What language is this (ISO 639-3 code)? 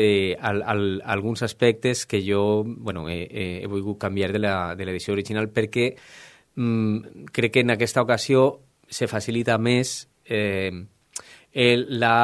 cat